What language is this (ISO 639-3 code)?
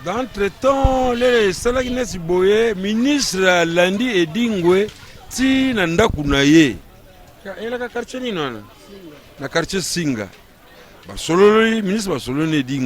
lin